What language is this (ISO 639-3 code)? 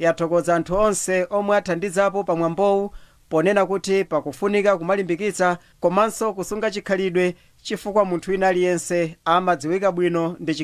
nya